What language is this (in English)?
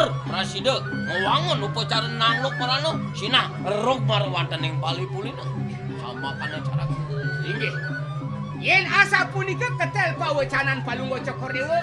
Balinese